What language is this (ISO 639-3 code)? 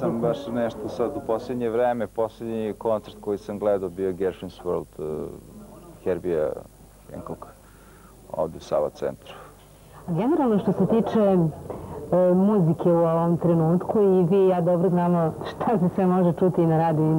srp